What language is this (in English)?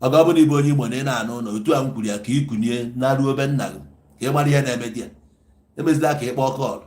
Igbo